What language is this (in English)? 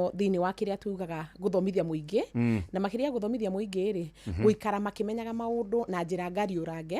Kikuyu